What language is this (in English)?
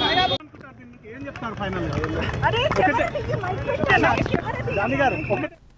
Telugu